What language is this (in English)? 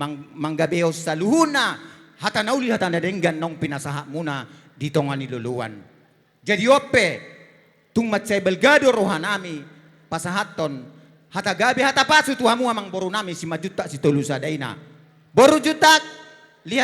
Batak Toba